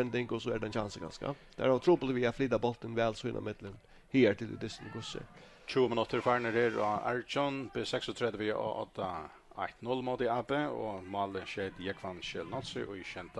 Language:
Faroese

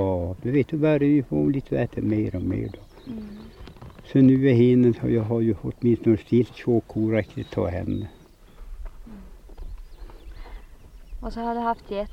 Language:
Swedish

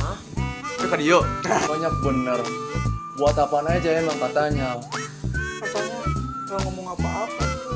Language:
Betawi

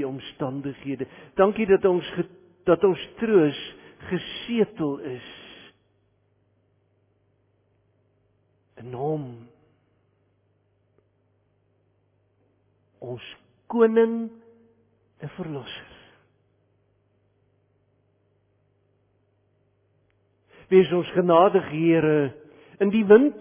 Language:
Afrikaans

